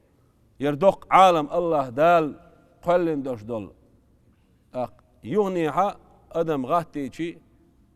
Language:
Chechen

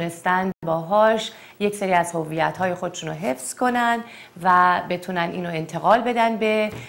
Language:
Persian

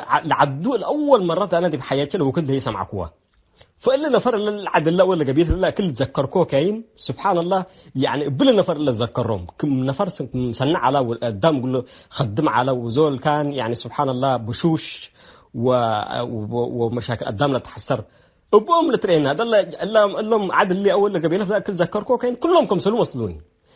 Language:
Tigre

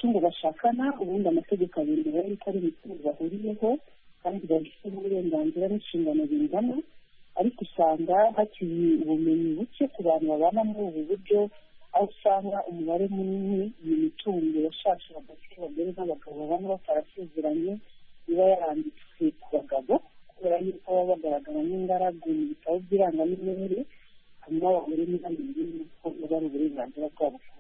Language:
Kinyarwanda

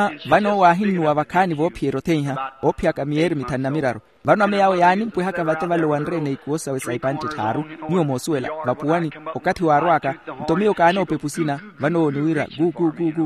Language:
Makhuwa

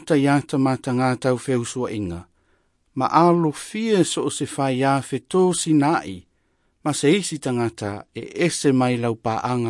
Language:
Samoan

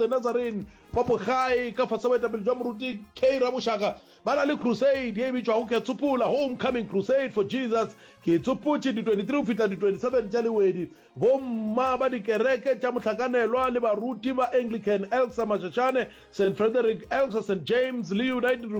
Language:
Northern Sotho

